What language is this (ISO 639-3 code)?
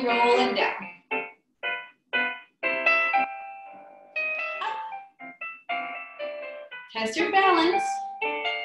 eng